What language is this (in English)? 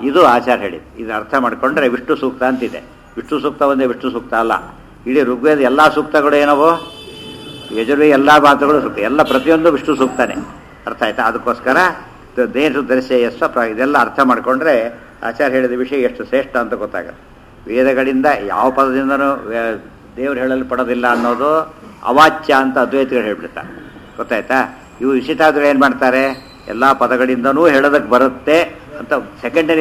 Kannada